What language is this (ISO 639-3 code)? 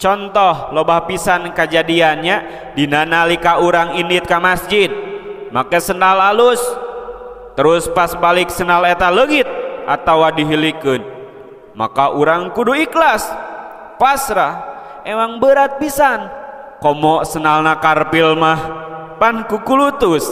sun